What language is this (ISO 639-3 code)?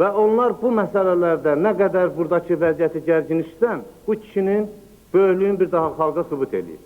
aze